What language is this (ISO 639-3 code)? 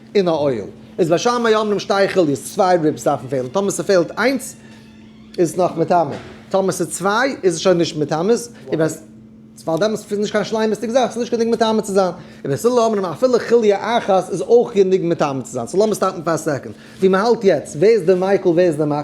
yid